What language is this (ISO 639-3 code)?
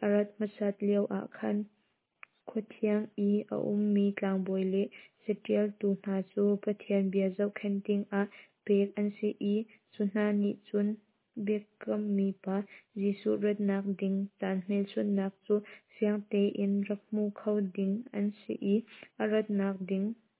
cnh